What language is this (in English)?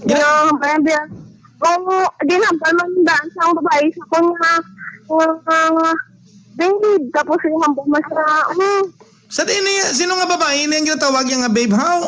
Hiligaynon